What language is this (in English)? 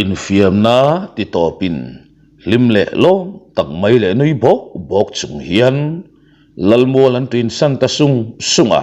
Mizo